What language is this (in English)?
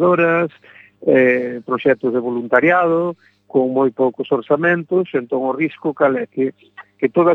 Galician